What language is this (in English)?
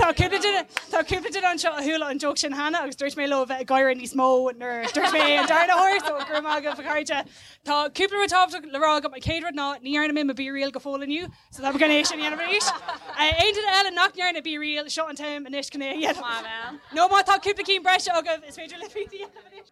Irish